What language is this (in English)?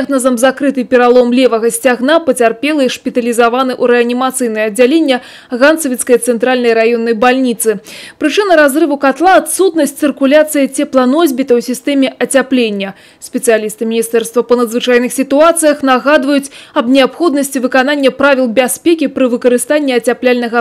Belarusian